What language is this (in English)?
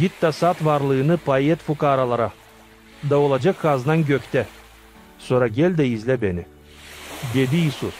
Gagauz